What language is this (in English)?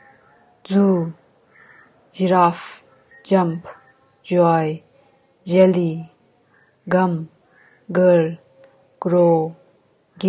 Tibetan